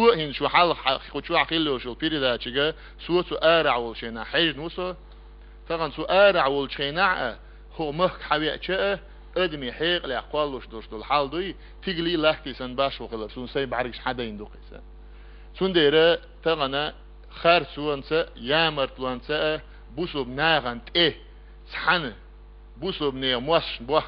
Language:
Chechen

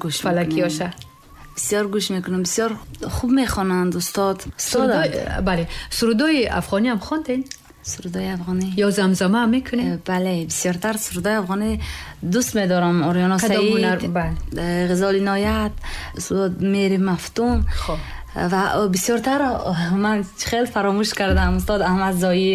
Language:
Persian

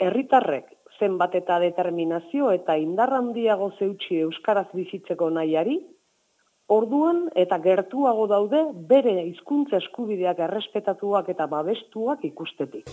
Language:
Basque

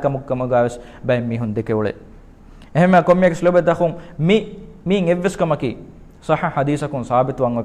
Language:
Divehi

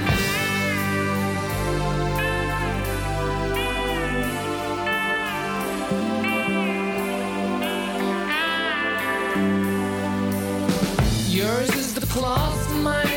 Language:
Danish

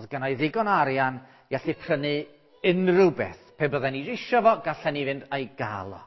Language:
Welsh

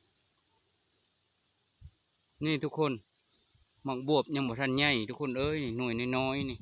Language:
Lao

